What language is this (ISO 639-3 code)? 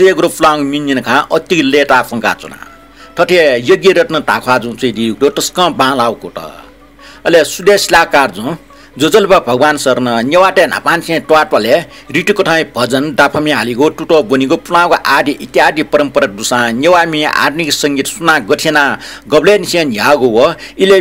new